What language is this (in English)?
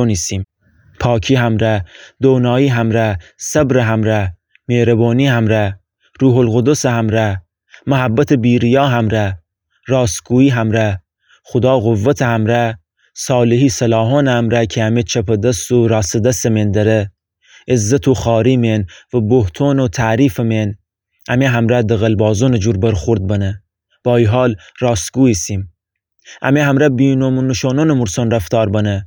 Gilaki